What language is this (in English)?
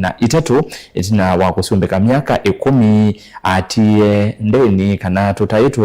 Kamba